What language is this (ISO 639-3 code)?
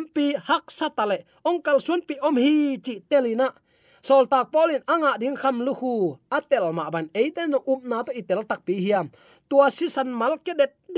ctd